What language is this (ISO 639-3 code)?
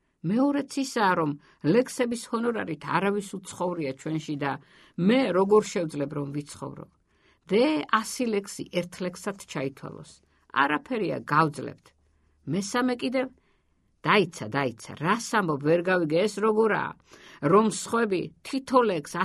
kat